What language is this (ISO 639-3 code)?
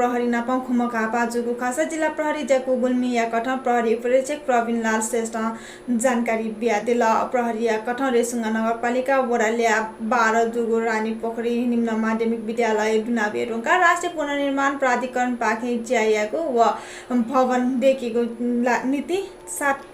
new